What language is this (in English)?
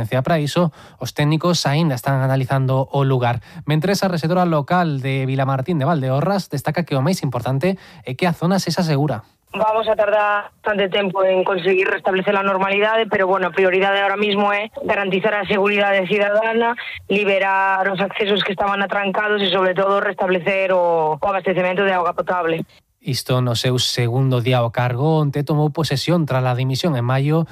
Galician